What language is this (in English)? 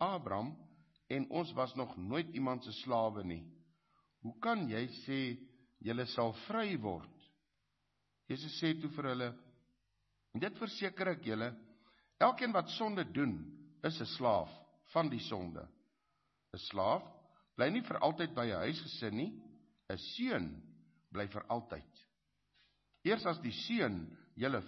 Afrikaans